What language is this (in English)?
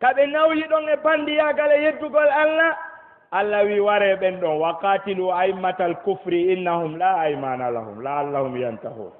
Fula